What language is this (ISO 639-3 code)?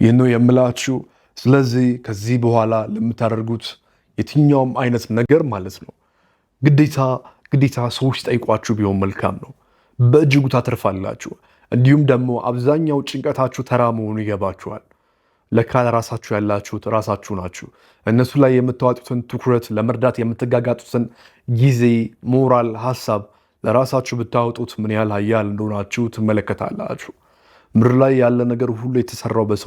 amh